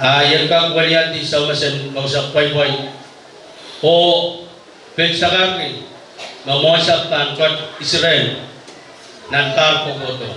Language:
Pohnpeian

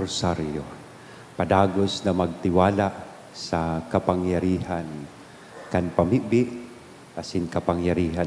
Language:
Bikol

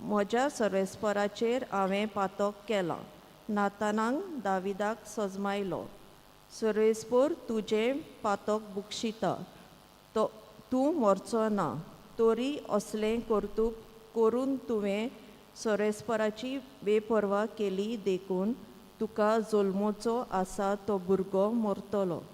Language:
Konkani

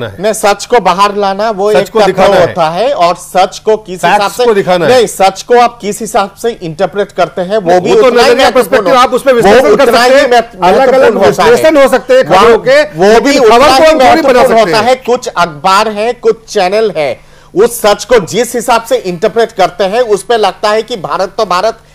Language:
Hindi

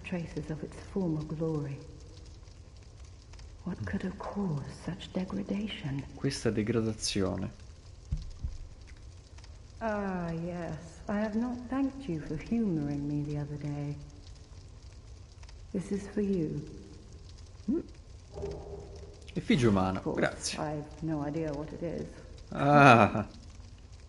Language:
Italian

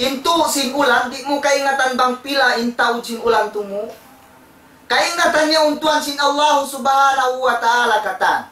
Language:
Tausug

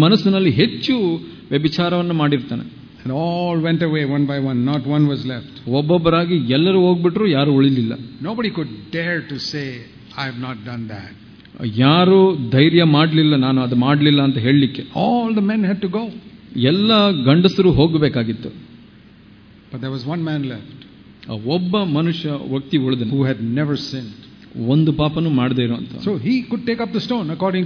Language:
Kannada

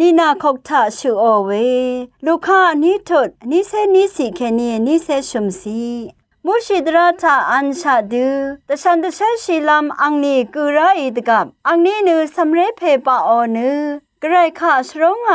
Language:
Rawang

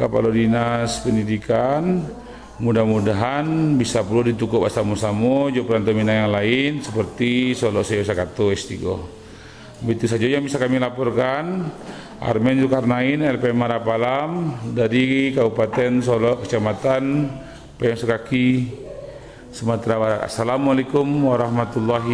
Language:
Minangkabau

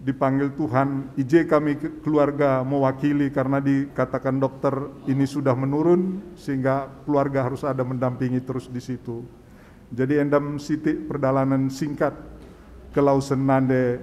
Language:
Batak Karo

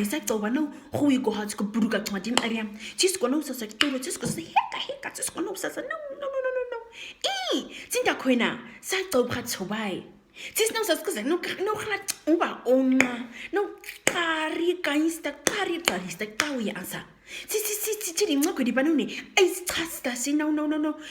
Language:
Nama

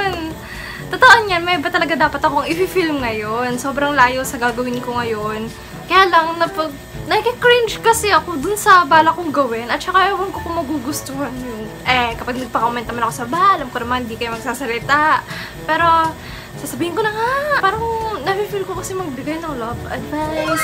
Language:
Filipino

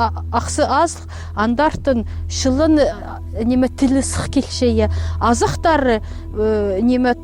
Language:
Khakas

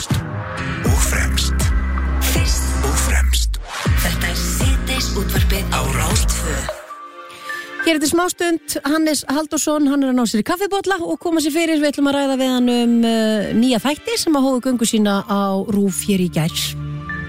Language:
Icelandic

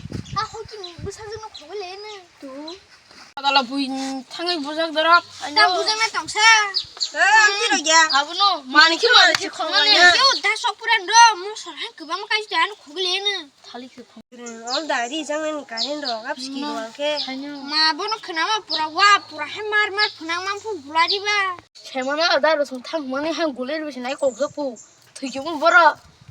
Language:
Kok Borok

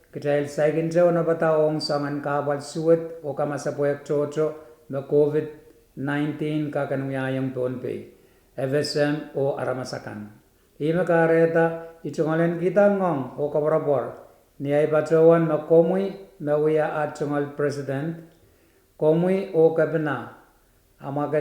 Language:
Pohnpeian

